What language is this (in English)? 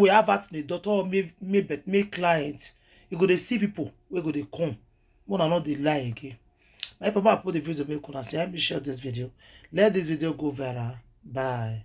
Nigerian Pidgin